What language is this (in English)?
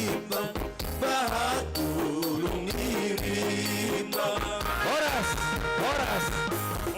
Batak Simalungun